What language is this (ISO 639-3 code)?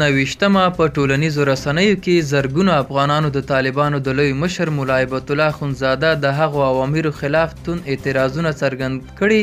pus